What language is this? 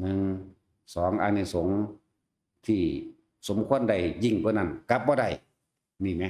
Northeastern Thai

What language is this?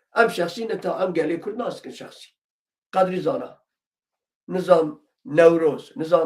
Kurdish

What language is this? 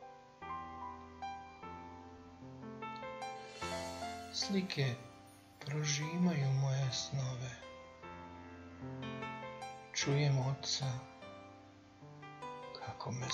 Croatian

